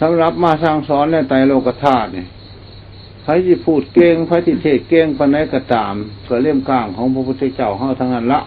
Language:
Lao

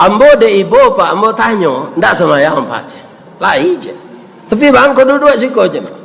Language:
Minangkabau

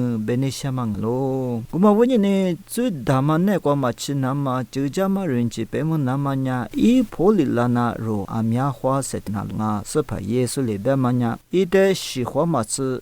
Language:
Lisu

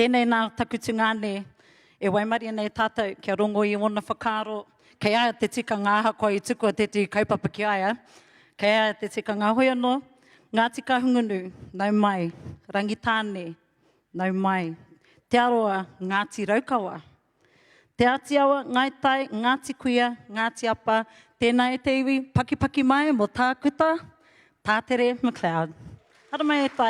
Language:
Māori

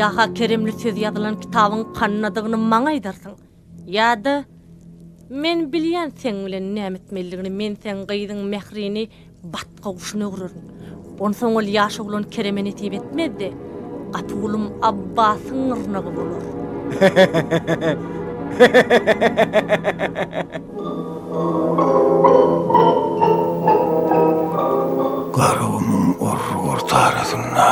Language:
Turkmen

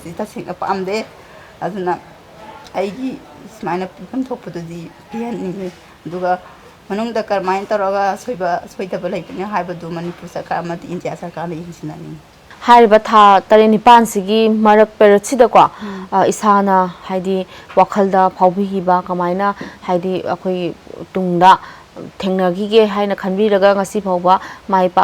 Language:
Manipuri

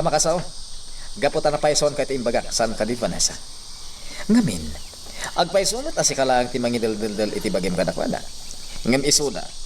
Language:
Iloko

